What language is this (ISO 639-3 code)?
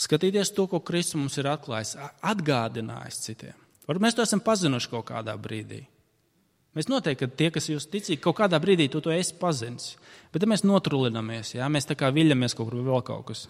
lav